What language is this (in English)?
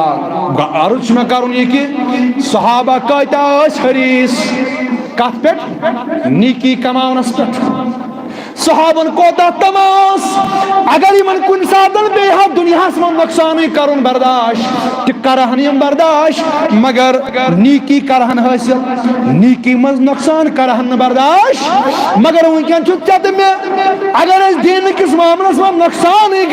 Kashmiri